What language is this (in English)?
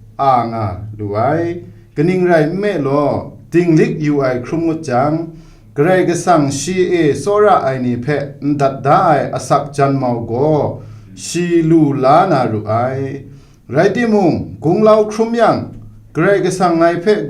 Kachin